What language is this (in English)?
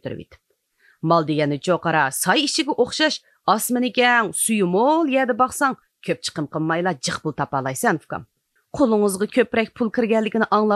Uyghur